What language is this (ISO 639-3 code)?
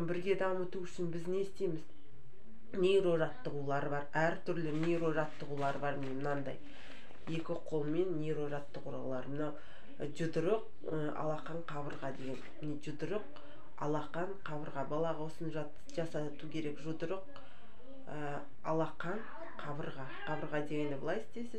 kaz